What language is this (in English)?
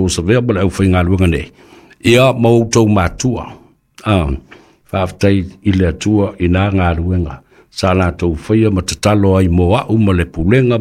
Samoan